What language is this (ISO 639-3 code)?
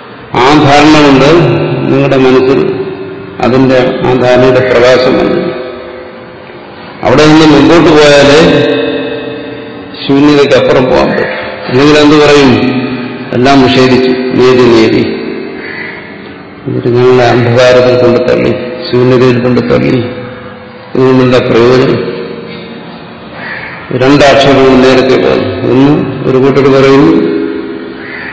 mal